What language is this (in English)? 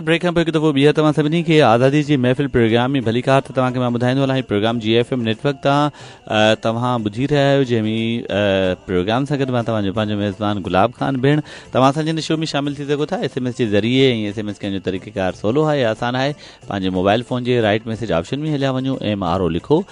Sindhi